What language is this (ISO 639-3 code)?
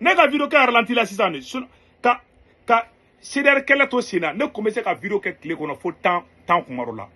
bam